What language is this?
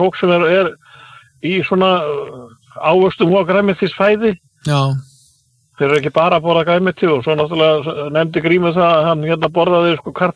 Icelandic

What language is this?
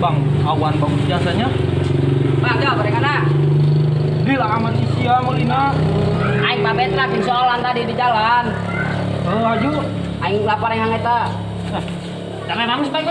Sundanese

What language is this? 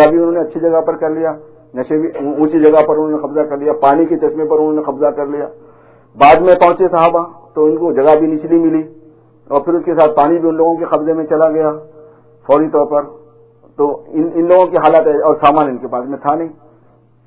Urdu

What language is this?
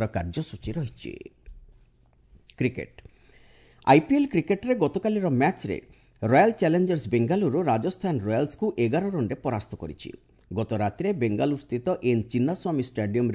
Odia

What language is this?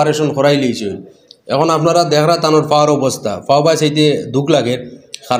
Sylheti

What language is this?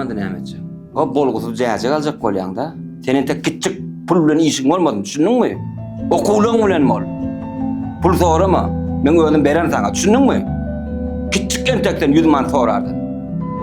Turkmen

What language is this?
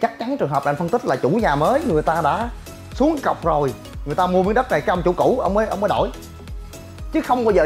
Vietnamese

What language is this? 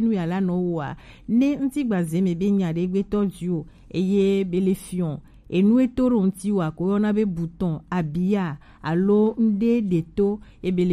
Gen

